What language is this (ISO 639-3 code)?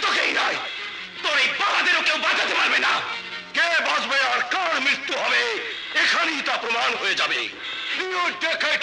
ben